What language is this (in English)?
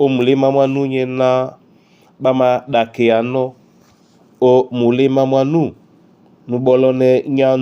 Duala